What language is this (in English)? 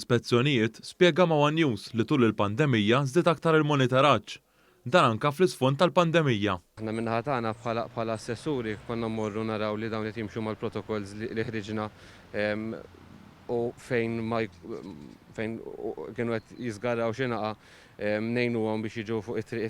Maltese